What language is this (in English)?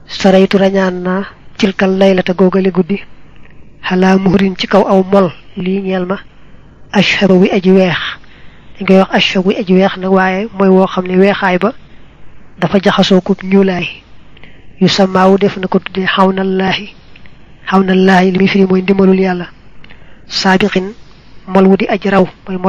Wolof